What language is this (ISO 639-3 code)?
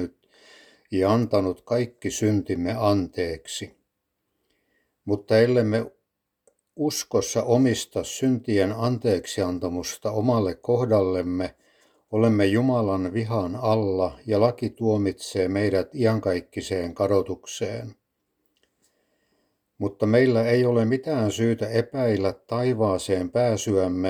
fin